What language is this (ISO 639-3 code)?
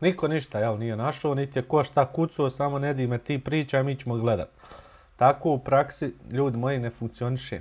bos